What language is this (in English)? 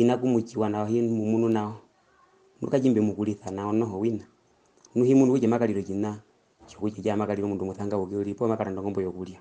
Herero